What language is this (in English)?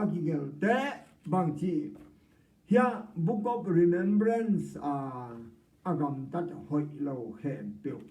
Tedim Chin